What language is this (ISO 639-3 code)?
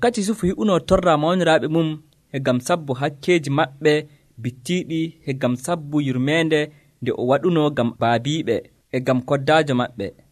fuv